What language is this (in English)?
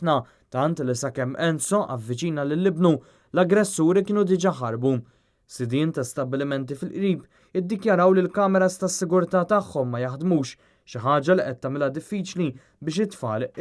Maltese